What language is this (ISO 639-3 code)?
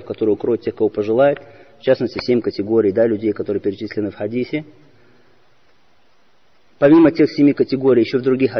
rus